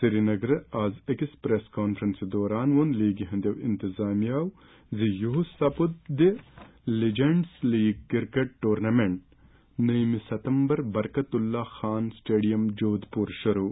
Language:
Kashmiri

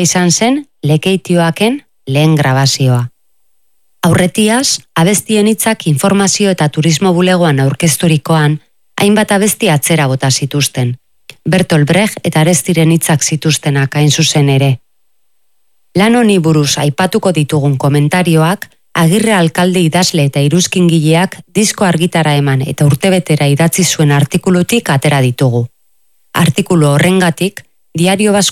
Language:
Basque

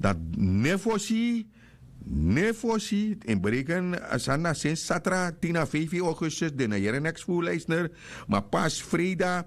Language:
Sranan Tongo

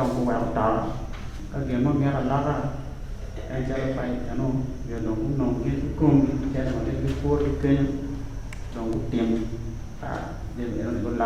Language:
Acoli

